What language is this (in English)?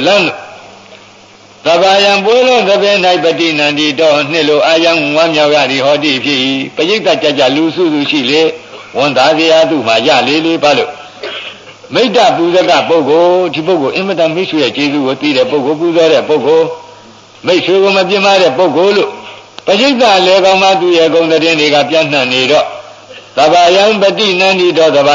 Burmese